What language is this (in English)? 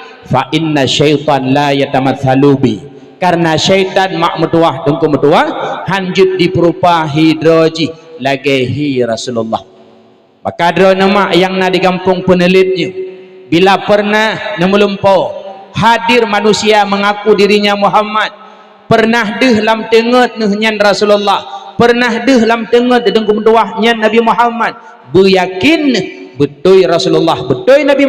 Achinese